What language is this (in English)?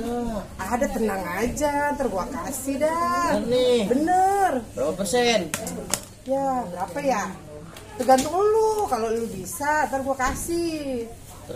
Betawi